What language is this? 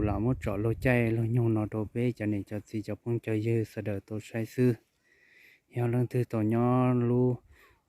Hmong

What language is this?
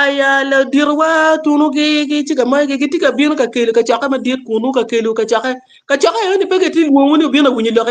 Acoli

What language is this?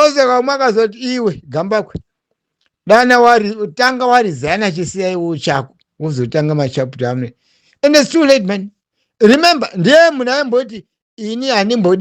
Shona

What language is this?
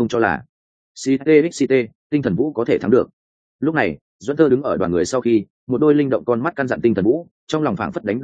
Vietnamese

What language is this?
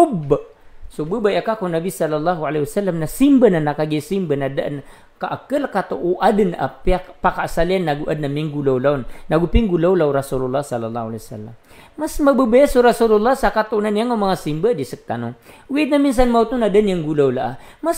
Maranao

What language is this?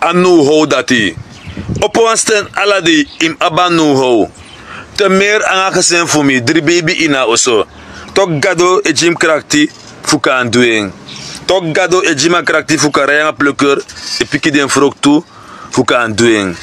Sranan Tongo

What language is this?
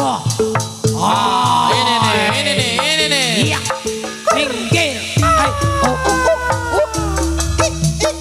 Betawi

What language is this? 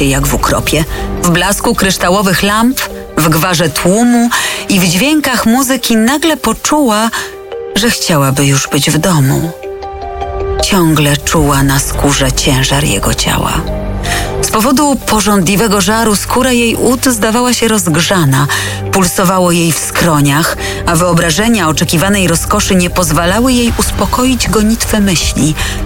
Polish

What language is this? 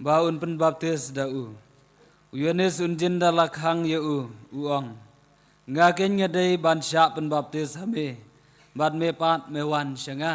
Khasi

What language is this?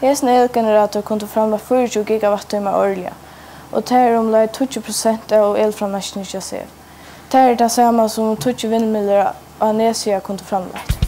Faroese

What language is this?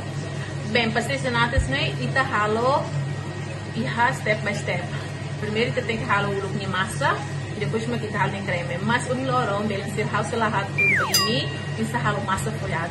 Tetum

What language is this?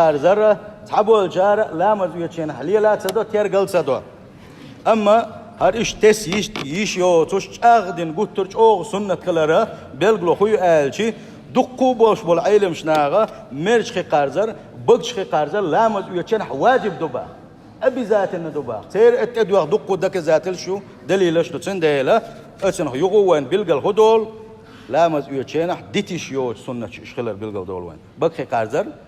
Chechen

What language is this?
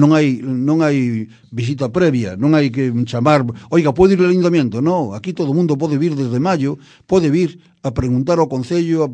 Galician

